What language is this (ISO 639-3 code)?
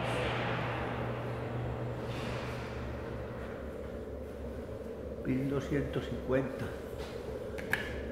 spa